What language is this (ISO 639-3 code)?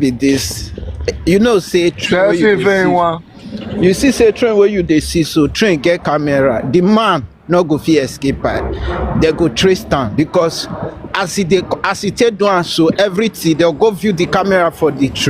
pcm